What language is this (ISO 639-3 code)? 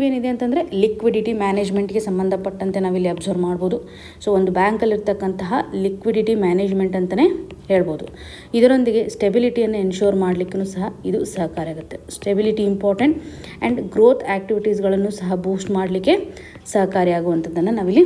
kan